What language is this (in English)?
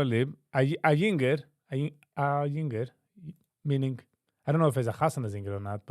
Yiddish